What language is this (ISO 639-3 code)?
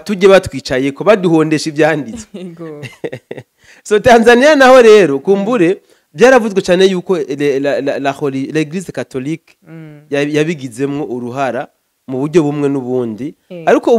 run